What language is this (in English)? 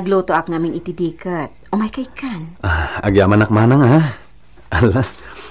Iloko